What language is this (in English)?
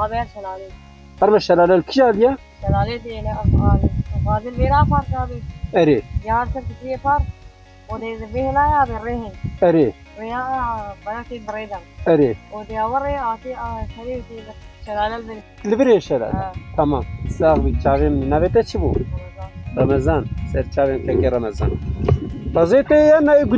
Kurdish